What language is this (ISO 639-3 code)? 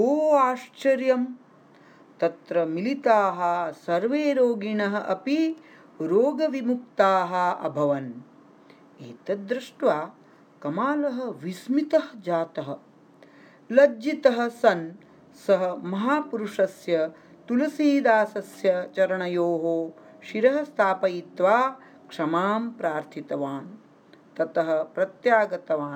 san